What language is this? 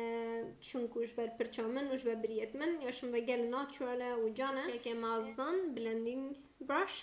Kurdish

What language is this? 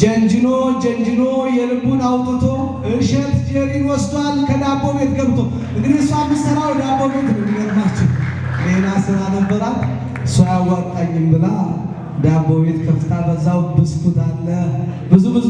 Amharic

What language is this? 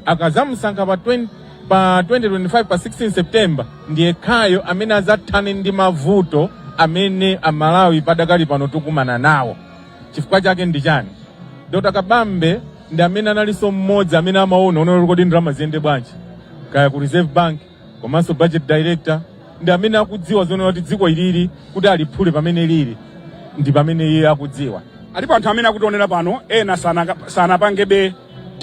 Nyanja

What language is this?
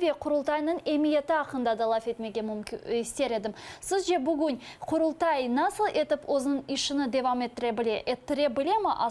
Crimean Tatar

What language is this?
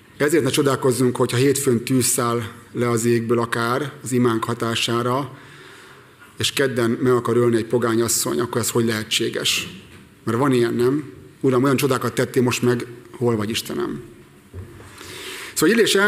Hungarian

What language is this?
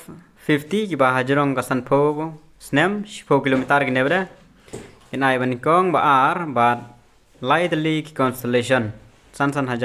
Khasi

